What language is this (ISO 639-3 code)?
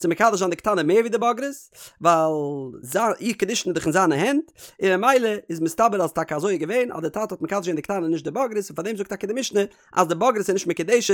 yid